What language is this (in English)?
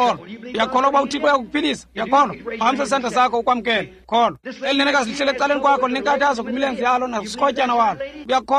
Xhosa